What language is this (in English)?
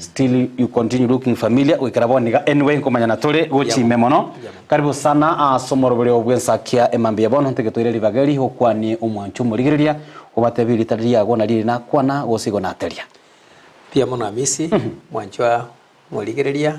Gusii